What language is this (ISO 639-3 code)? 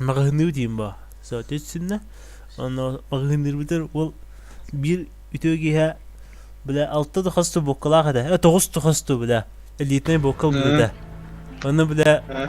sah